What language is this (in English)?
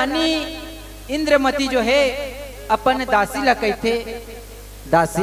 Chhattisgarhi